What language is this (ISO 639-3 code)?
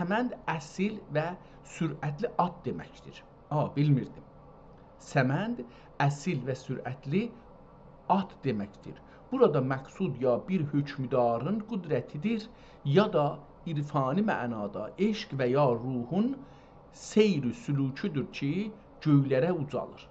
azb